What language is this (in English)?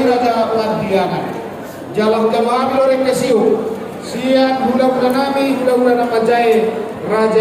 Batak Toba